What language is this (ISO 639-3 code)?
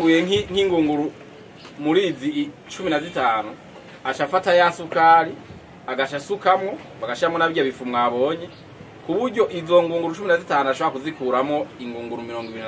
run